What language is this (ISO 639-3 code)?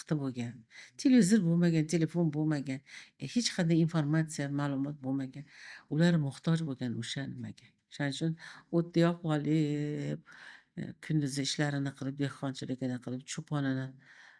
uzb